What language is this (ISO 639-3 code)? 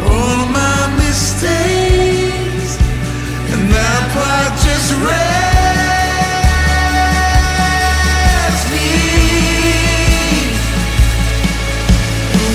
eng